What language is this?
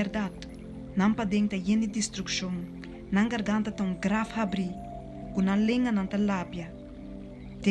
Papiamento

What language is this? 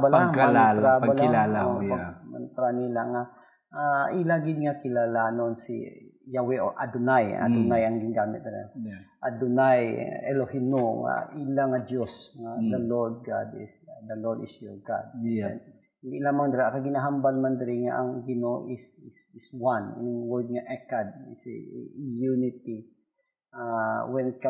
Hiligaynon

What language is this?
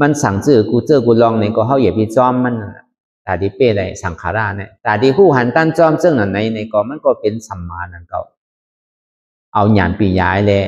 Shan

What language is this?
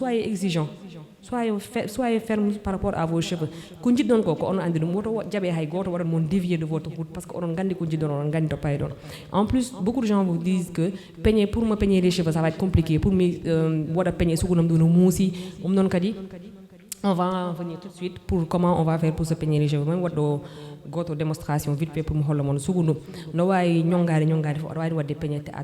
Fula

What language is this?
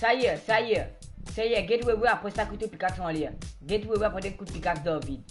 Morisyen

